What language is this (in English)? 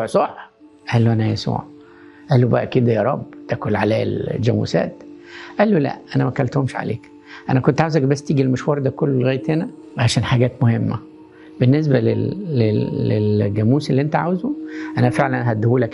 Egyptian Arabic